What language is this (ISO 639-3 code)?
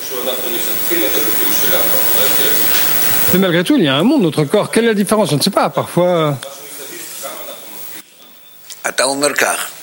fra